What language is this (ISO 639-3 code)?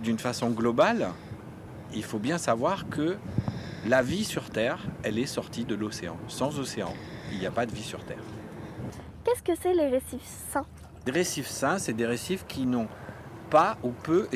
fra